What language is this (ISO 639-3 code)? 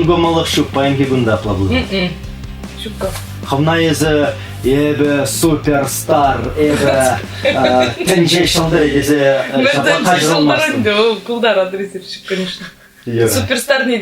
chv